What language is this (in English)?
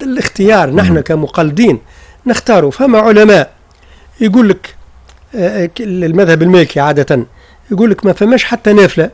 Tunisian Arabic